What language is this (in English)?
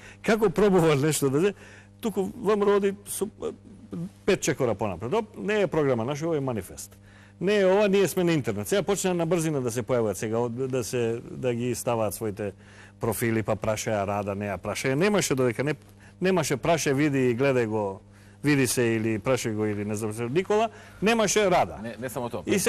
Macedonian